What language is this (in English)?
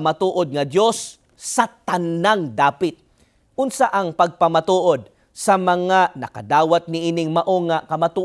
Cebuano